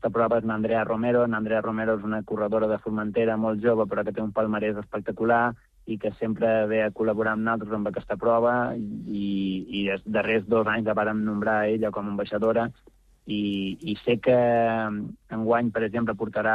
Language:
Catalan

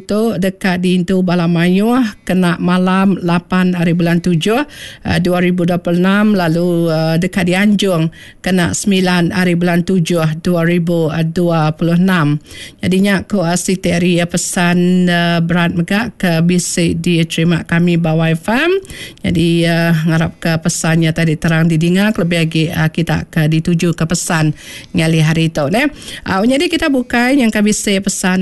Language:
Iban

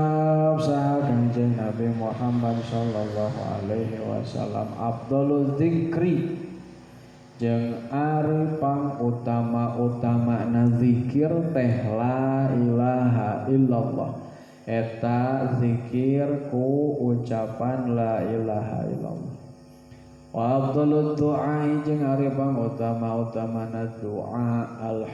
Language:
Sundanese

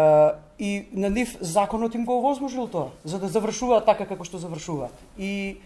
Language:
Macedonian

